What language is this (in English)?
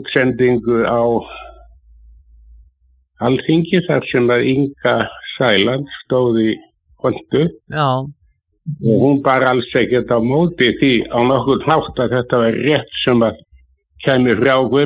Icelandic